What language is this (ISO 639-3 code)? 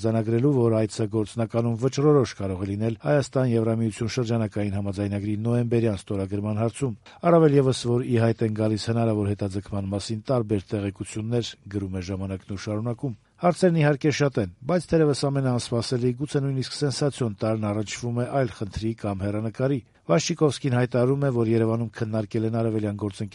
hye